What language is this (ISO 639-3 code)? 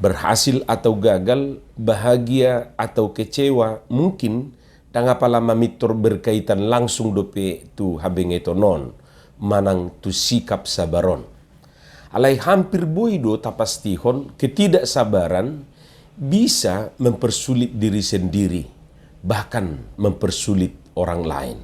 bbc